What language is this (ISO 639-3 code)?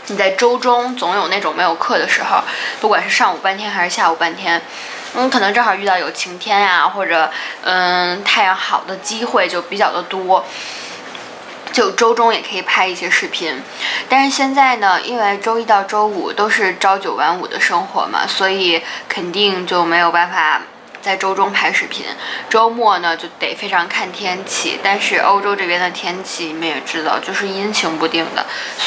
zho